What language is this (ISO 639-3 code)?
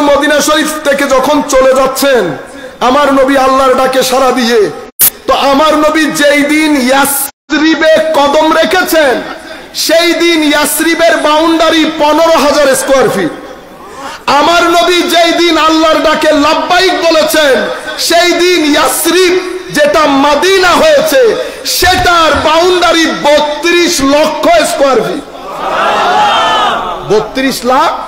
ben